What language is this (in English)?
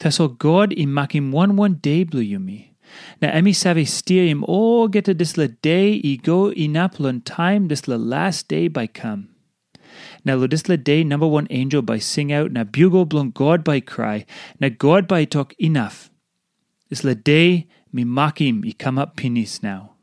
Tok Pisin